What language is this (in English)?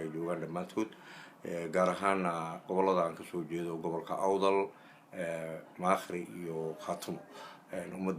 Somali